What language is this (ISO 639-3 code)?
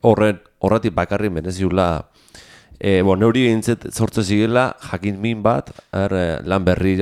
eus